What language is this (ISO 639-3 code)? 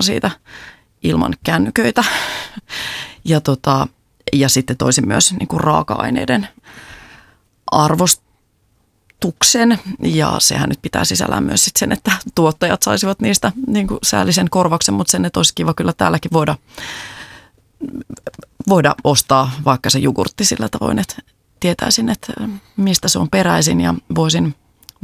fin